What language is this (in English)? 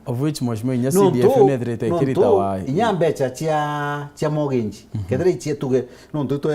Meru